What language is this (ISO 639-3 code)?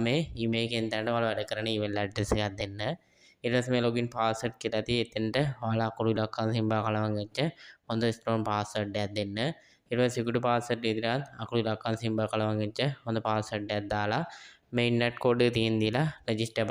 sin